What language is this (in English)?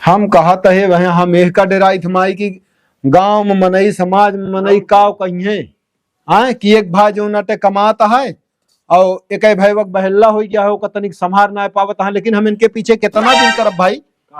Awadhi